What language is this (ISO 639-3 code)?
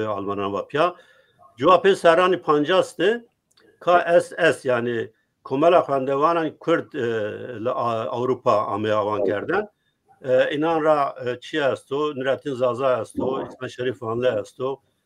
zza